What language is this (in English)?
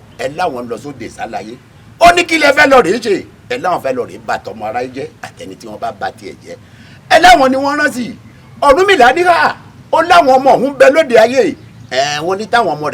Yoruba